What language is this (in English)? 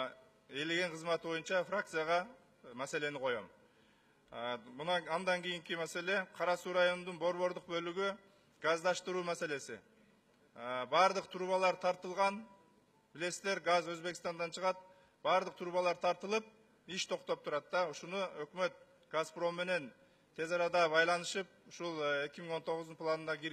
Kyrgyz